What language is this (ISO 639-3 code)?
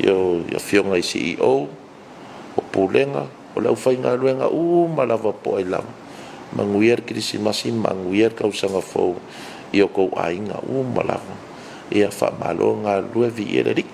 smo